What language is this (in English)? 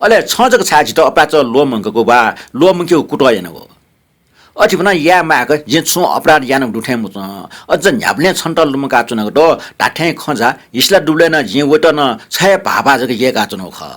Newari